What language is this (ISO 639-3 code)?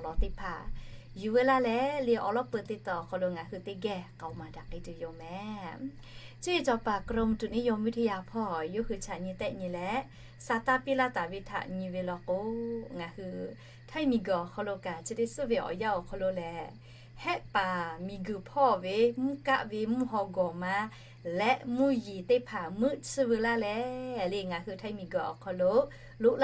lhu